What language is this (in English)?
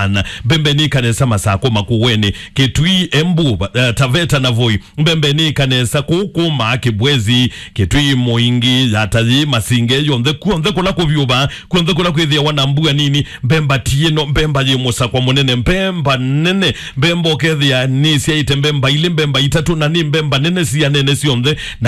Kamba